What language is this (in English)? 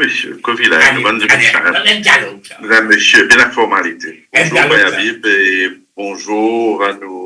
Morisyen